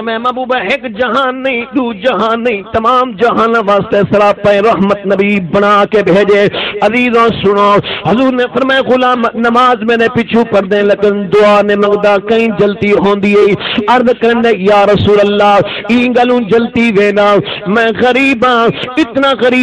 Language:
Saraiki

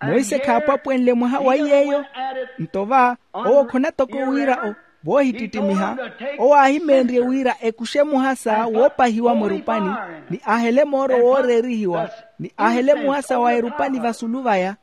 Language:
Makhuwa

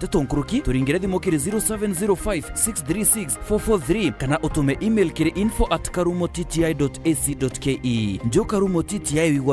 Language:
Meru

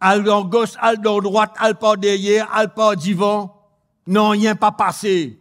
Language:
Morisyen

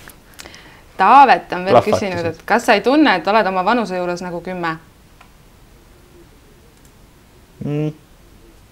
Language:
Estonian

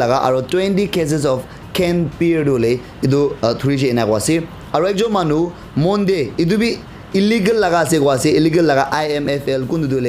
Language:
Naga Pidgin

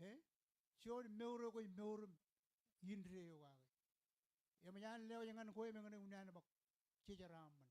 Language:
Marshallese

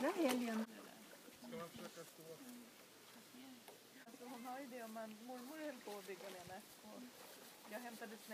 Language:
Swedish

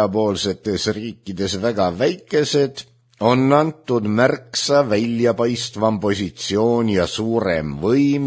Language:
Estonian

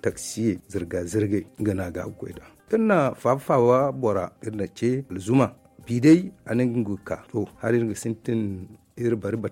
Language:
Zarma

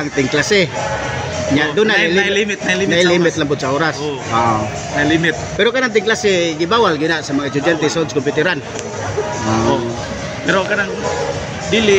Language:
Cebuano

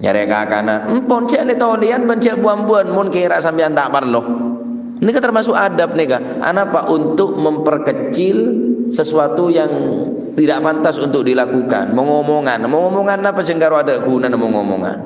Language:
Madurese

